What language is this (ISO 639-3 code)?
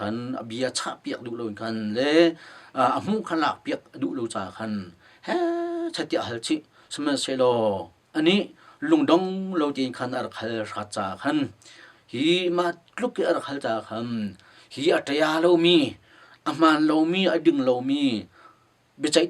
cnh